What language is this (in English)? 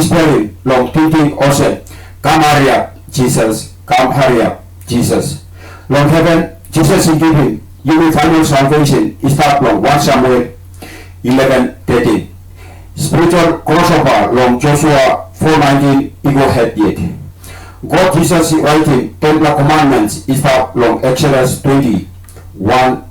Tok Pisin